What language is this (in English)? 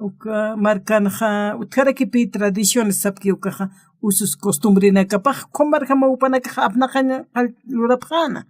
Aymara